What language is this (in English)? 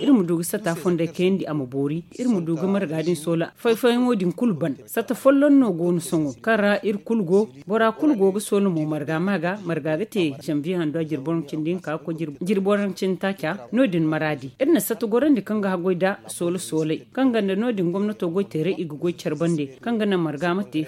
Zarma